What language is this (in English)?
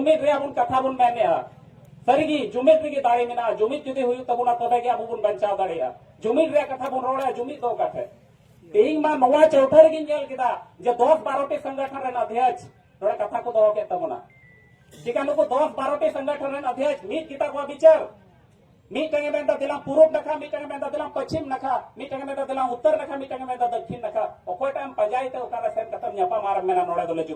Santali